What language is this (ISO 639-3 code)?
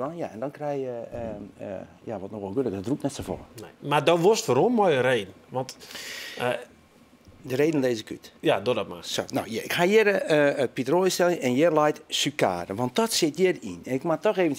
fry